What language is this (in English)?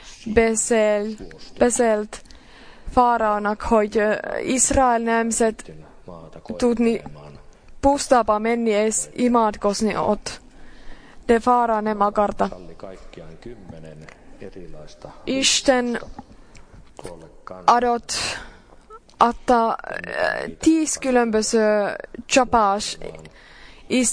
Finnish